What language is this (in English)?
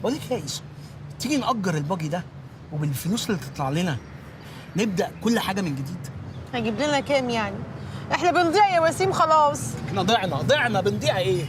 Egyptian Arabic